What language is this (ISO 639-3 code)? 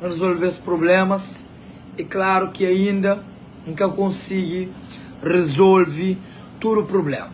kea